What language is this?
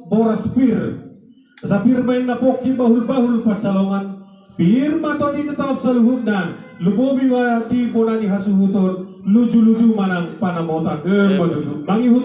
Batak Toba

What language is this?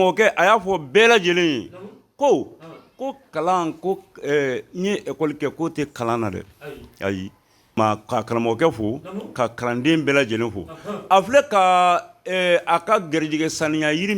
Bambara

